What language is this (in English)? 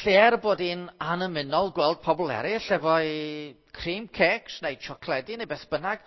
Welsh